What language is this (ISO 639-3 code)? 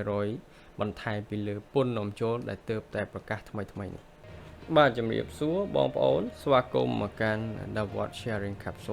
khm